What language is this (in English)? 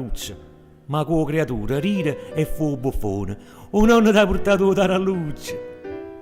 Neapolitan